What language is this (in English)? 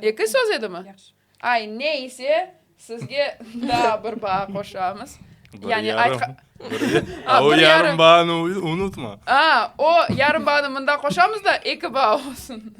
Crimean Tatar